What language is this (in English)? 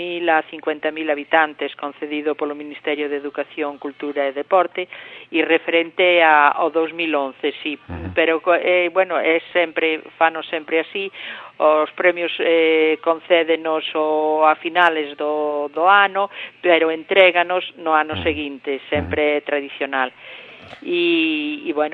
Galician